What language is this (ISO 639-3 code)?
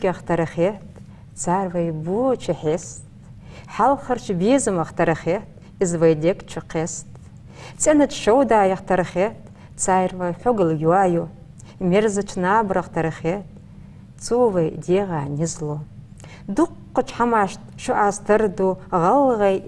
inh